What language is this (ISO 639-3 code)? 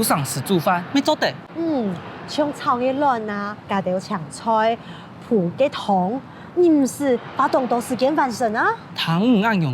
hak